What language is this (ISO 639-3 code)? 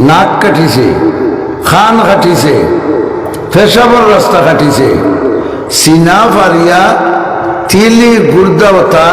syl